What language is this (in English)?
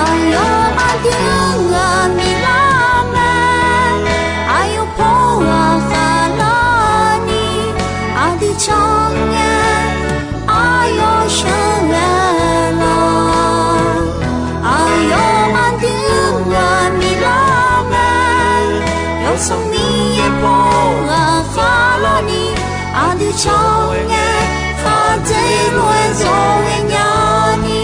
Akha